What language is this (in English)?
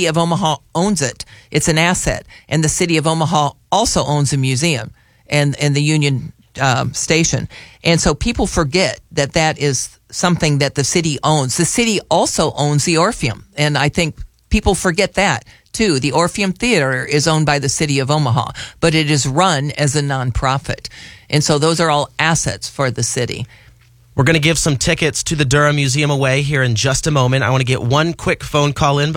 English